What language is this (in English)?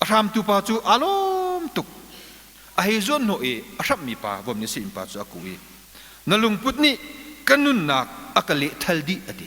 Hakha Chin